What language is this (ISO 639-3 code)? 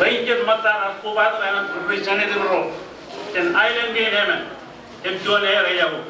mah